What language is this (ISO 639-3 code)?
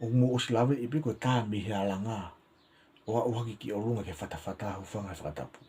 ton